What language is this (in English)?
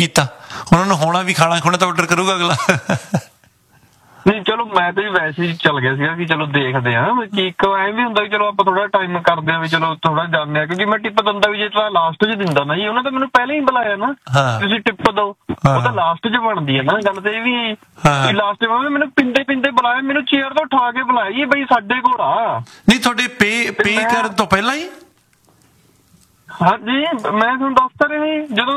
Punjabi